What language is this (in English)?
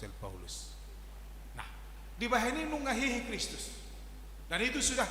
Batak Toba